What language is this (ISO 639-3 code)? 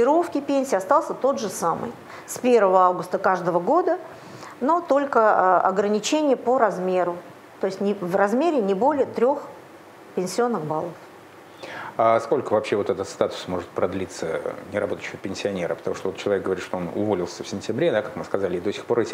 rus